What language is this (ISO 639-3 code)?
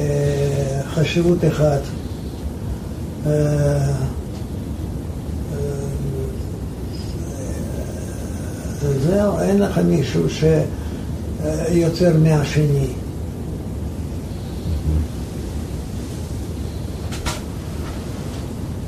heb